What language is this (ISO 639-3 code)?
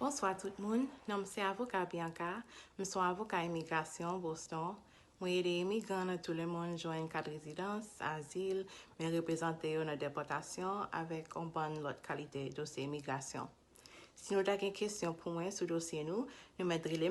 hat